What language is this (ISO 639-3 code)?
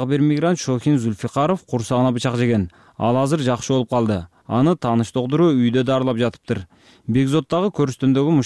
kir